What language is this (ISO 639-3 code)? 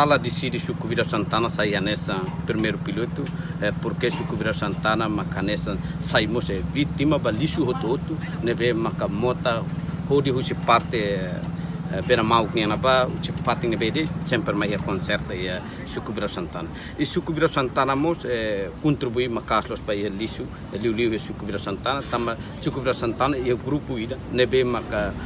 tet